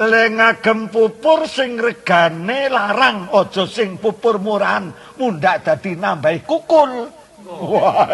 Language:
Javanese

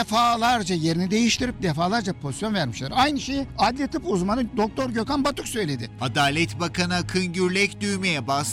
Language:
Turkish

